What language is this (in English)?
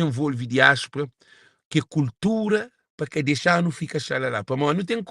Kabuverdianu